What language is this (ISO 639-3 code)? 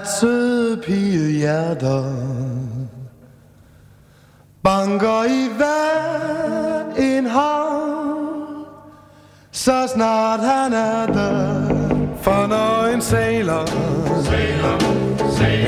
dan